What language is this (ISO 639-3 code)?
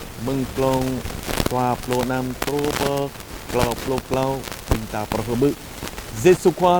jra